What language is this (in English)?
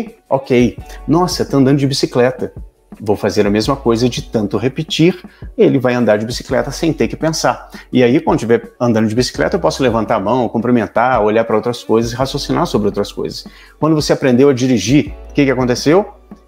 Portuguese